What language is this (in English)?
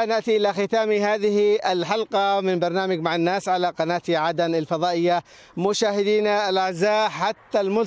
Arabic